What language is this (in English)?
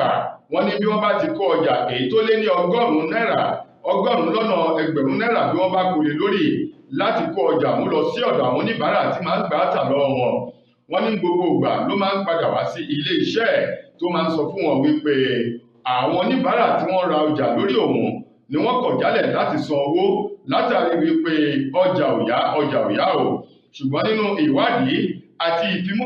Yoruba